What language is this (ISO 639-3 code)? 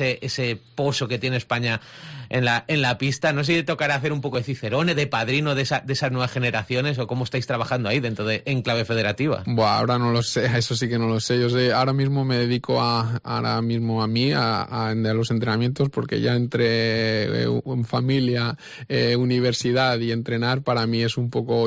spa